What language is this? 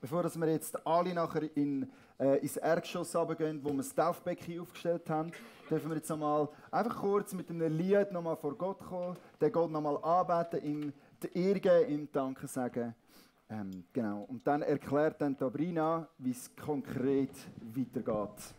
Swiss German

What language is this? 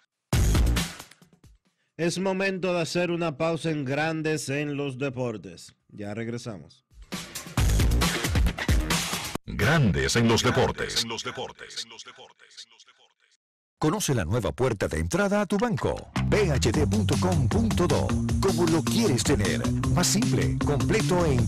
Spanish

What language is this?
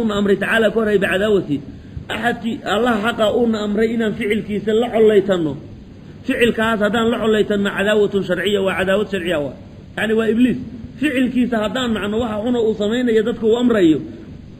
Somali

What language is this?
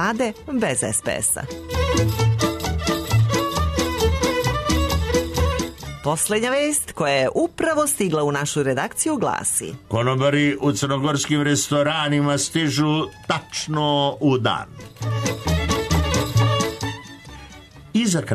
Serbian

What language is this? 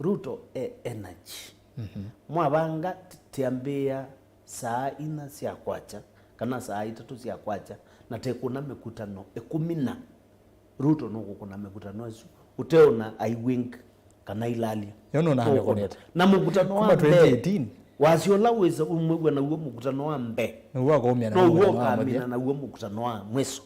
Kamba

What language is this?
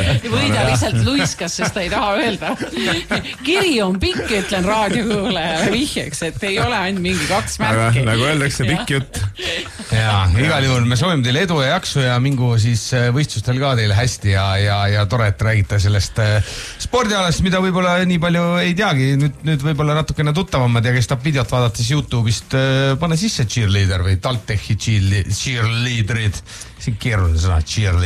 Estonian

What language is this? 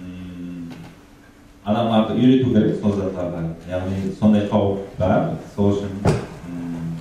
Kara-Kalpak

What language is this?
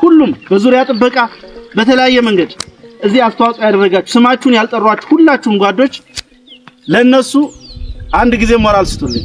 Amharic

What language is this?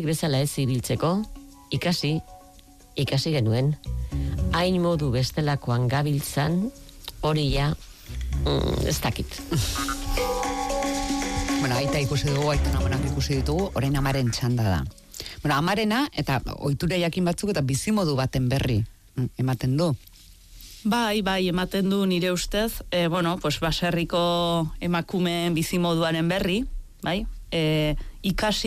Basque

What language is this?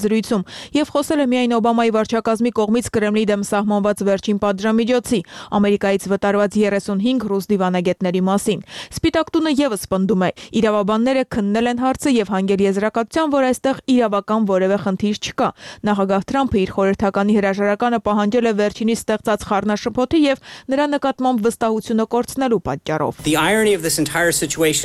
Armenian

